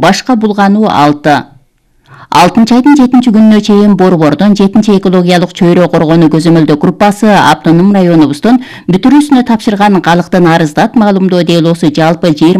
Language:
Kyrgyz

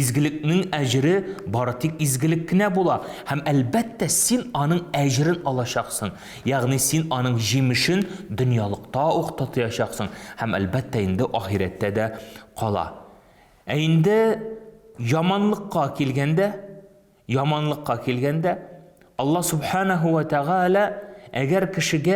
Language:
Tatar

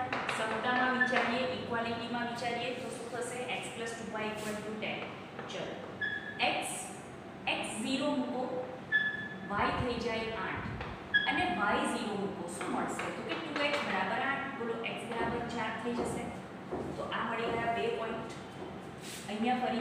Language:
Gujarati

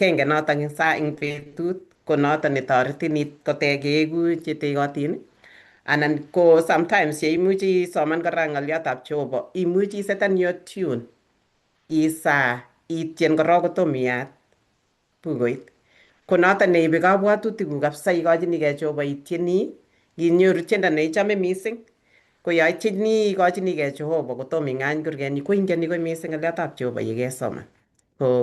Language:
Kalenjin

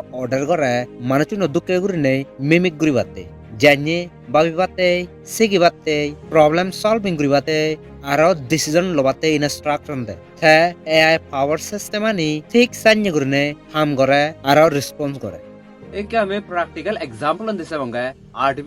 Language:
Chakma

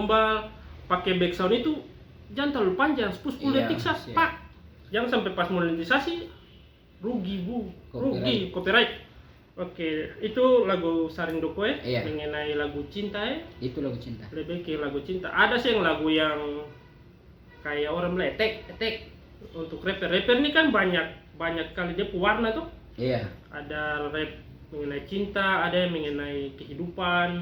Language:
Ambonese Malay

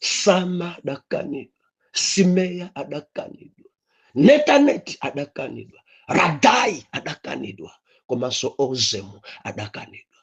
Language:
Nyanja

